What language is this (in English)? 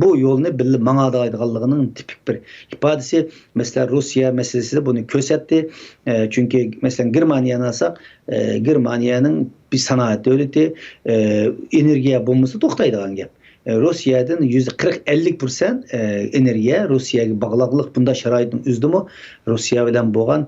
Uyghur